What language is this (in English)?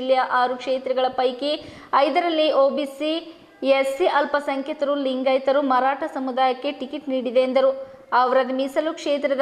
Kannada